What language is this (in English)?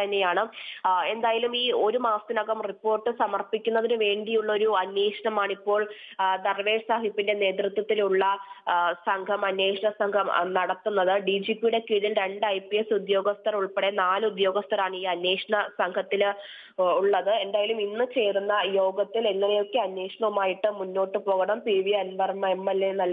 Malayalam